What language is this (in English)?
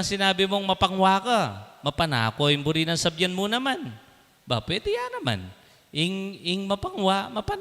Pampanga